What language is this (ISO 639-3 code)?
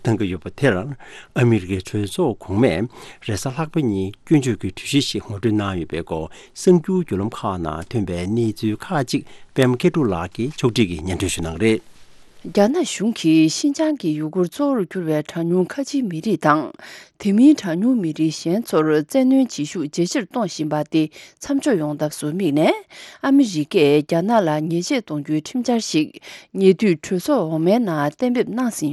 bod